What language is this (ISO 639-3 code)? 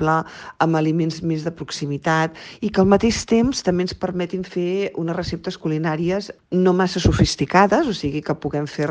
cat